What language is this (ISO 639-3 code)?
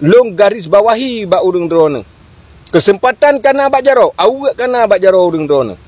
ace